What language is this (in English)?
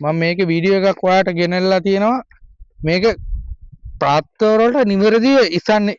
Sinhala